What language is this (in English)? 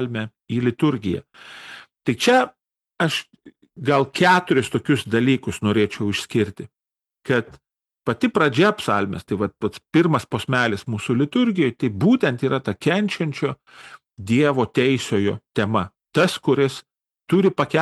Lithuanian